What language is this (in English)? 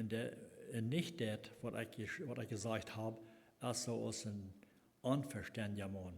Plautdietsch